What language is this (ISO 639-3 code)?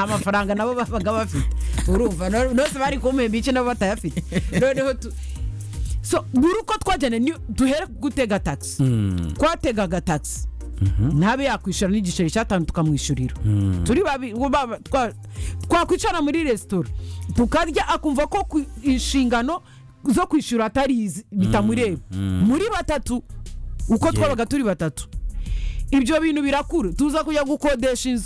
kin